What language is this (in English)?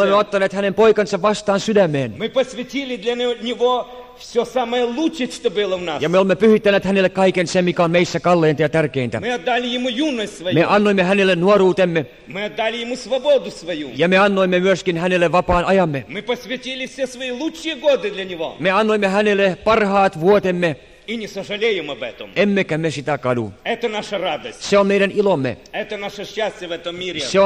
Finnish